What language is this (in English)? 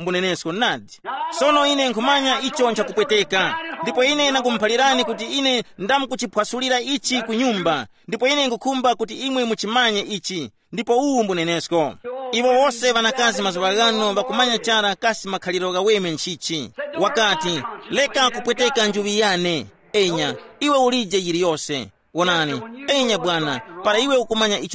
Tumbuka